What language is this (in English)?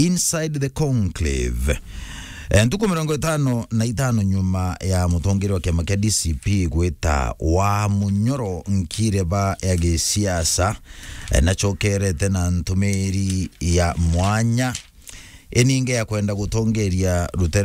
Meru